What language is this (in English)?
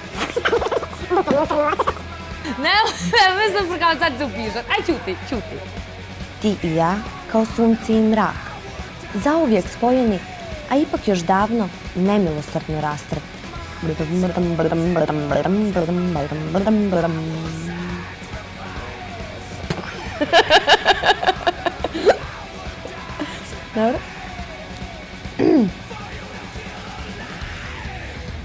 Serbian